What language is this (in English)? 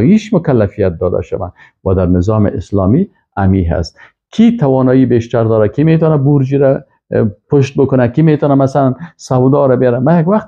Persian